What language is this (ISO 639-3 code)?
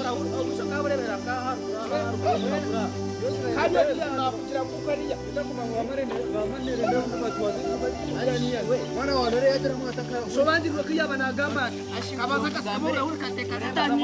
nyn